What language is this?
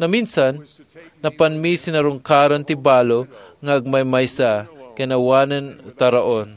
Iloko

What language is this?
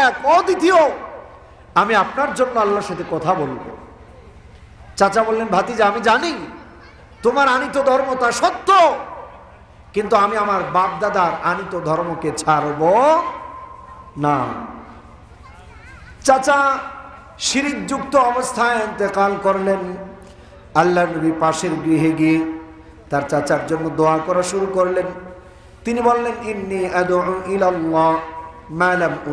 Bangla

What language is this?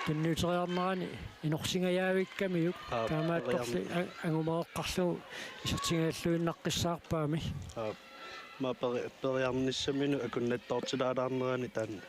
Kalaallisut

